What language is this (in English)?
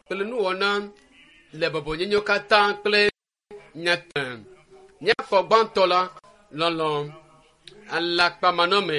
Ewe